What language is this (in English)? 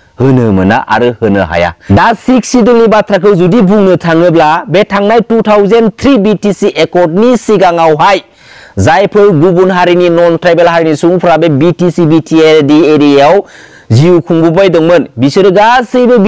Bodo